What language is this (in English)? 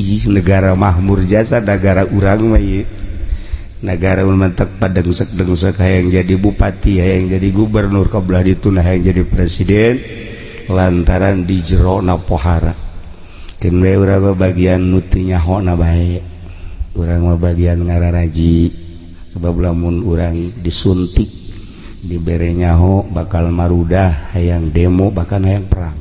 Sundanese